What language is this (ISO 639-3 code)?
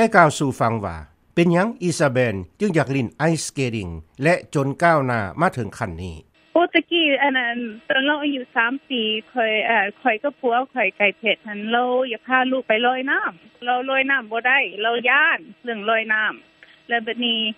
lao